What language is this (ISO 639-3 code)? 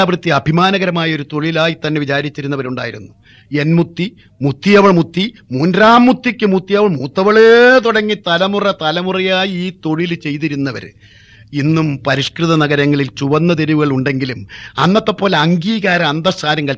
mal